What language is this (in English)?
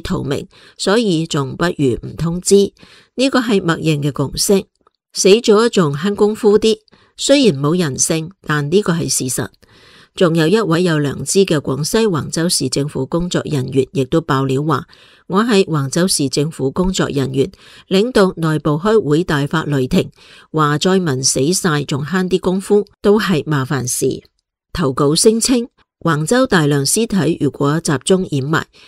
Cantonese